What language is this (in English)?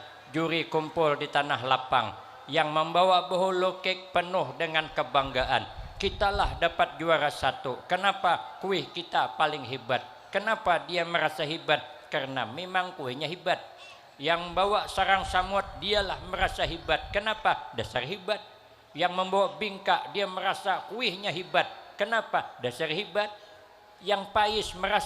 Banjar